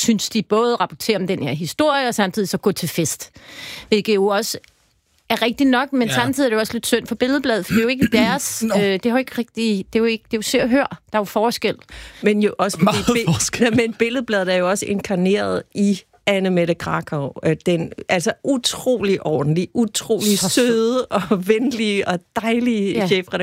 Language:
Danish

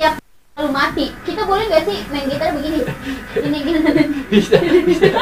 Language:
Betawi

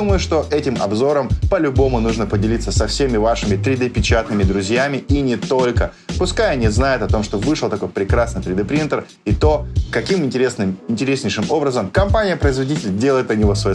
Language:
Russian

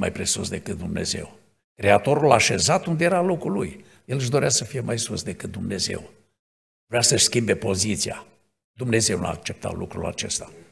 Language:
Romanian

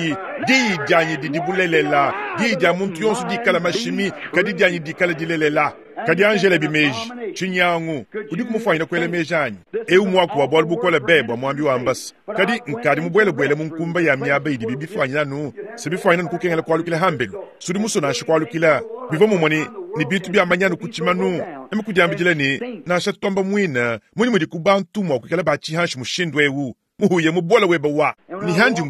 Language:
Luba-Lulua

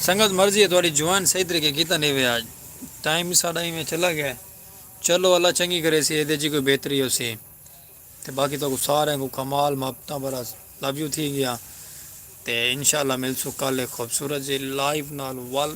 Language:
Saraiki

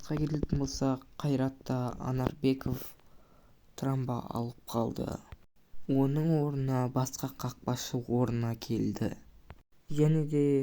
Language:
Kazakh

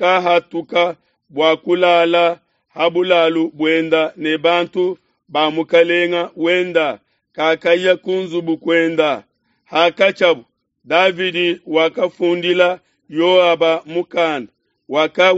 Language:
Luba-Lulua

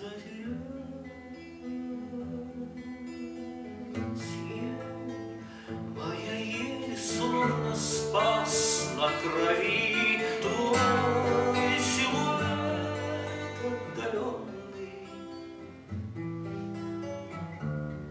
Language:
Russian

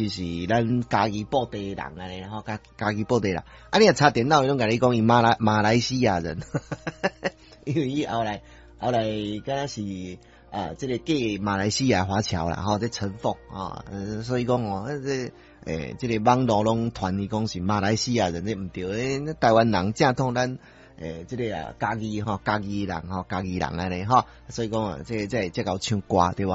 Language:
Min Nan Chinese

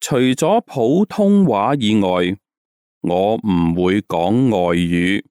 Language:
Cantonese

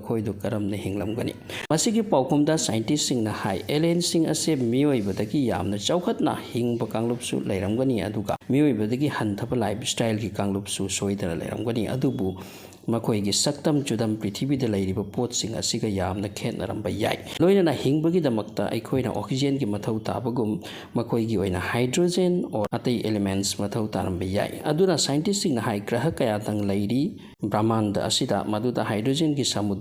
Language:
Manipuri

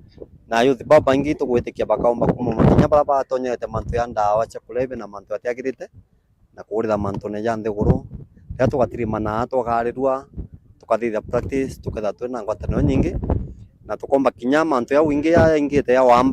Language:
Meru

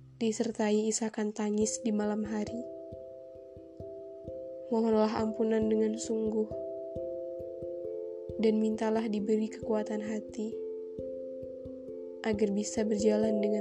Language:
Indonesian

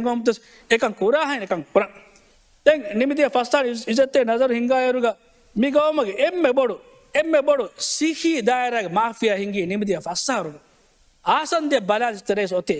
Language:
Divehi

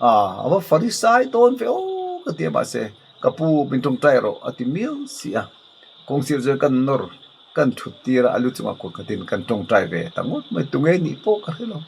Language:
Mizo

